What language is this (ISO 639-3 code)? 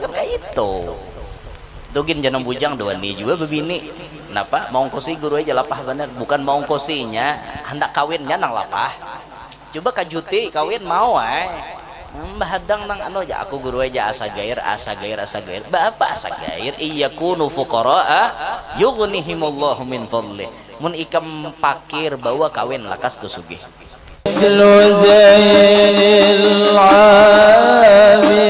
bjn